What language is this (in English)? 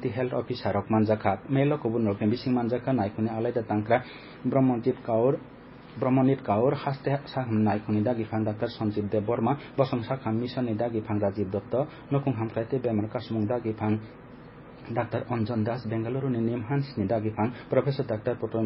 Kok Borok